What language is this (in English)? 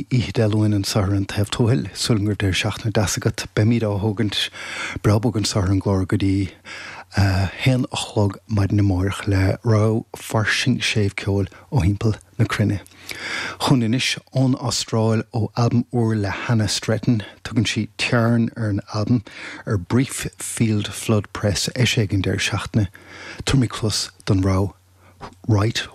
Irish